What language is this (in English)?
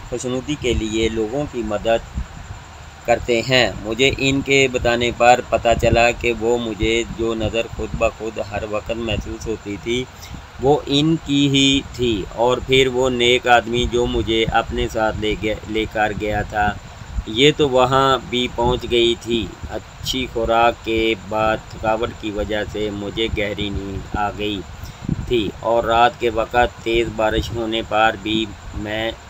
Urdu